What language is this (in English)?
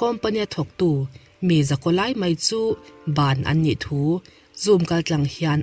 Mizo